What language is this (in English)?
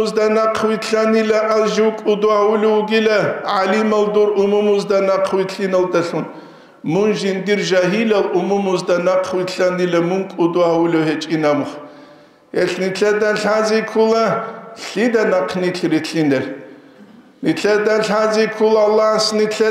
Avaric